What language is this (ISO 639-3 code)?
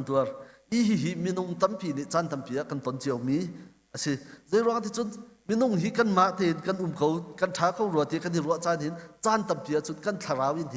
cnh